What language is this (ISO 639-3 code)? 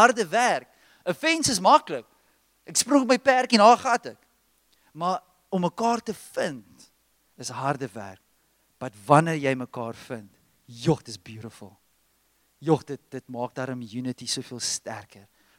afr